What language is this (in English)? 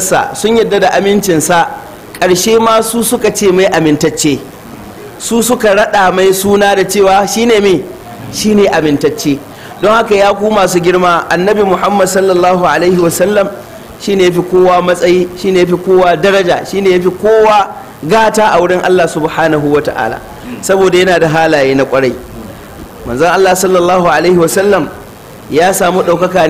Hausa